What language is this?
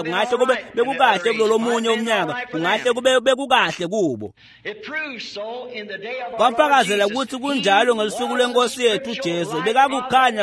Swati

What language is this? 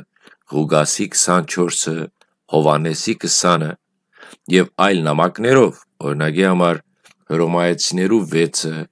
Western Armenian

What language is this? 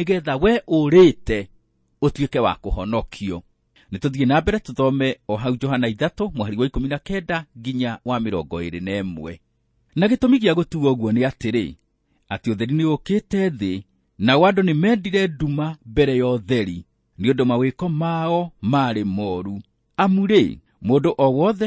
Kikuyu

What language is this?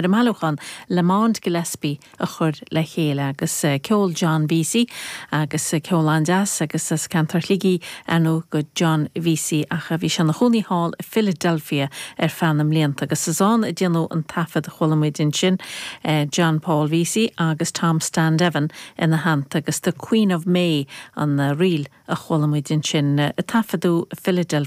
Irish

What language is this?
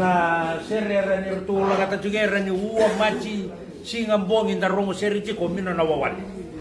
Fijian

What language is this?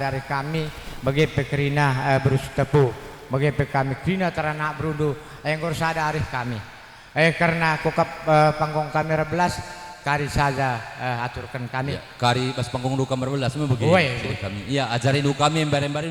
Batak Karo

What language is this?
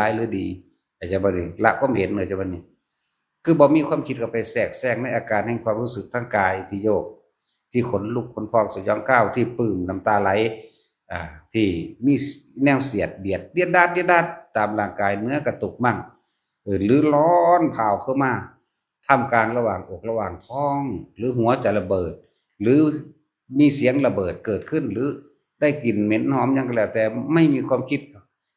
Northeastern Thai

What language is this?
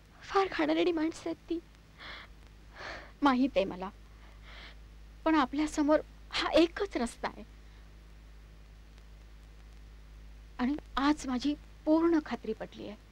Marathi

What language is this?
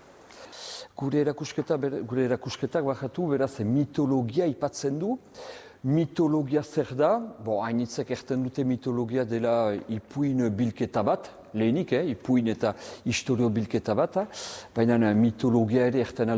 Basque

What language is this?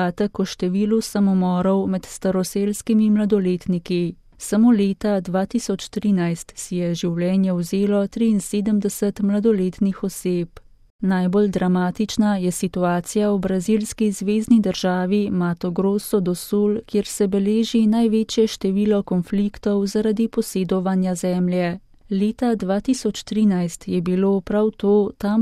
Slovenian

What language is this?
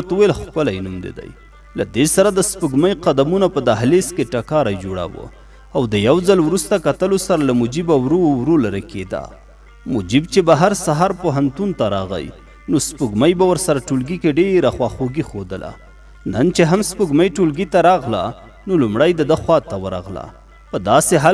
Pashto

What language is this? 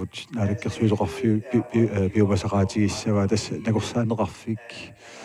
Kalaallisut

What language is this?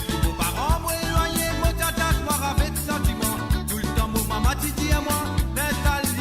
Morisyen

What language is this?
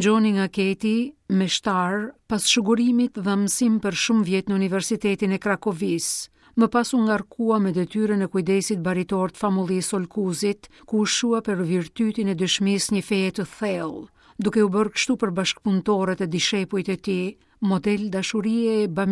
Albanian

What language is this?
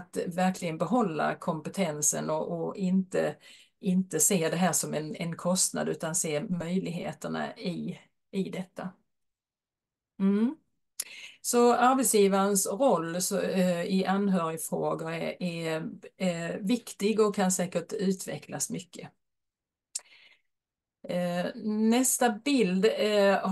Swedish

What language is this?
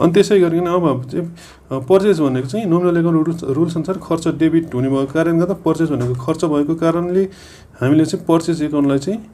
Nepali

